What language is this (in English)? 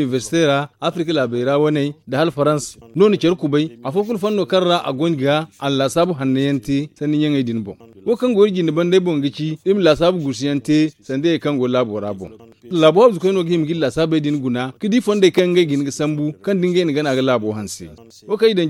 Zarma